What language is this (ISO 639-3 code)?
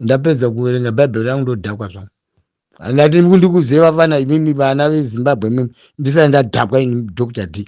sna